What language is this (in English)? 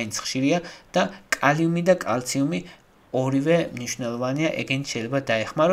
Georgian